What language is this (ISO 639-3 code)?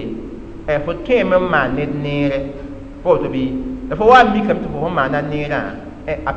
mos